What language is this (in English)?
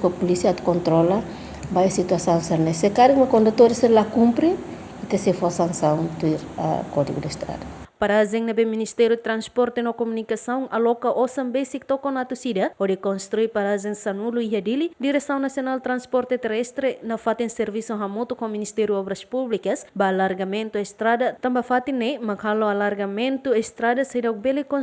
Tetum